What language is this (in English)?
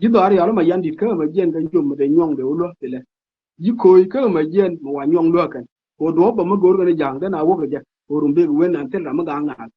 Nuer